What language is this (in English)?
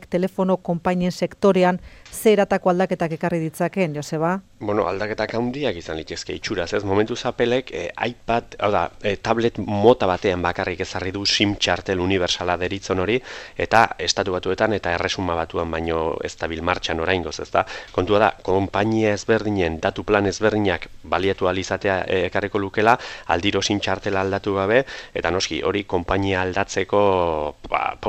Basque